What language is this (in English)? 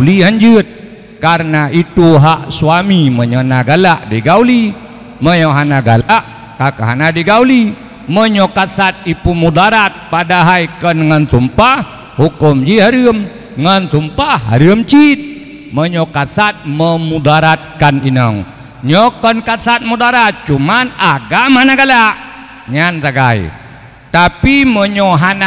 Achinese